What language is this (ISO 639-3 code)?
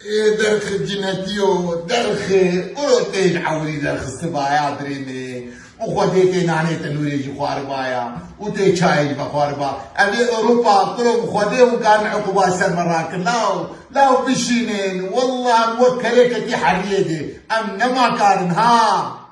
kur